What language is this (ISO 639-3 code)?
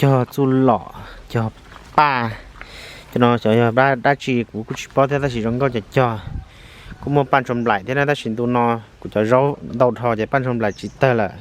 hmn